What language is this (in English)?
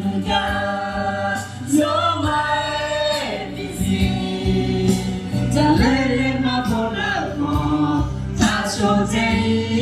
Akha